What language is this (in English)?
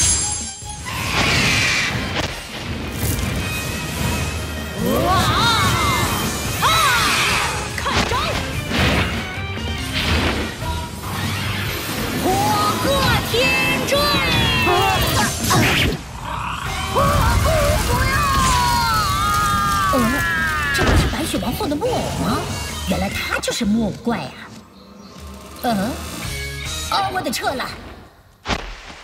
Chinese